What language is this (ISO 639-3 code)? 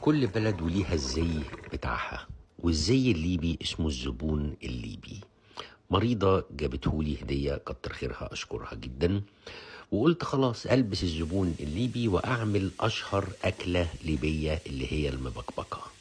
arz